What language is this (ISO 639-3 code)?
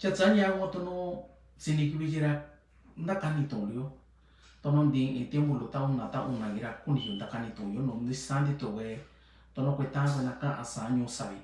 mix